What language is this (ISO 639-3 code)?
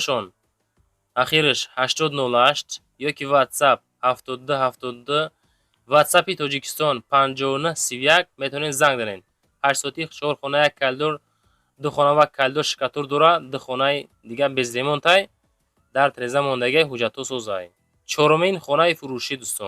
tgk